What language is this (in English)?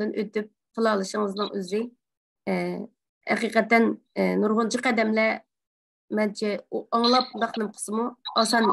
Uyghur